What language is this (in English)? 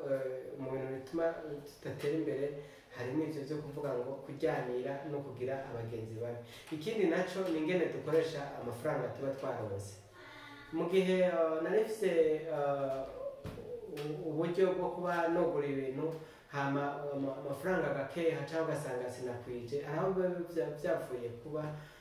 Rundi